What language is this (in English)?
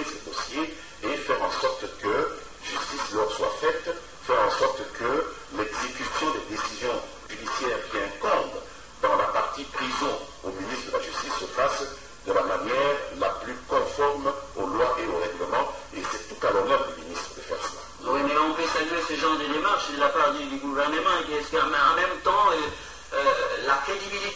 French